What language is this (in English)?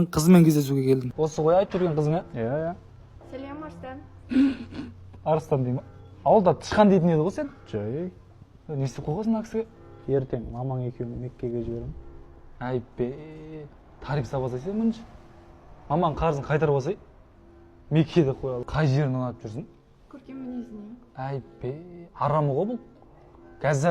Kazakh